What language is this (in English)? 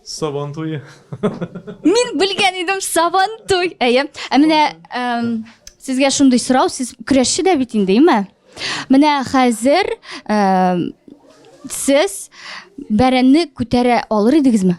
Tatar